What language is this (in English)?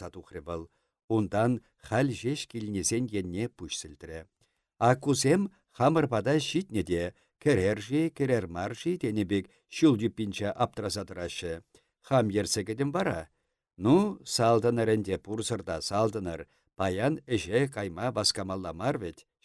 Chuvash